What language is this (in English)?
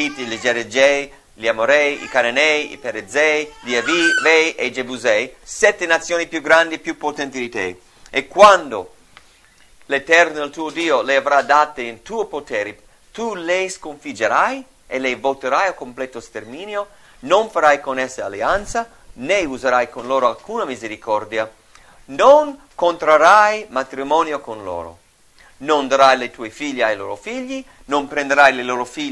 Italian